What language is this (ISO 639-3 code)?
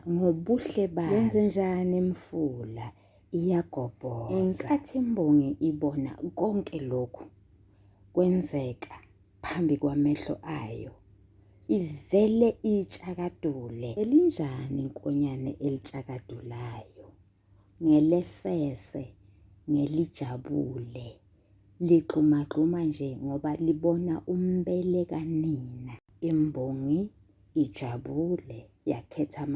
zul